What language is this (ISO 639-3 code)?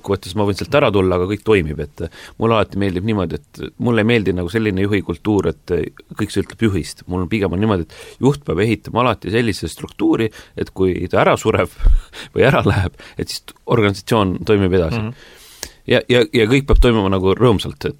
est